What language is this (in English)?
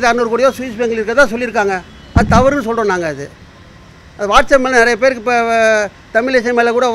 Tamil